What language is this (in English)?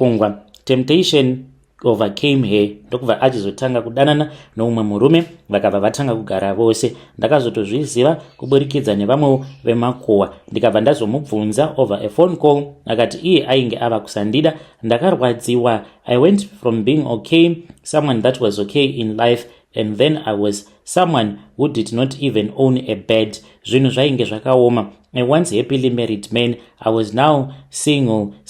Shona